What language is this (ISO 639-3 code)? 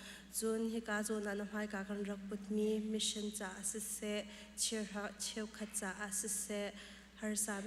cnh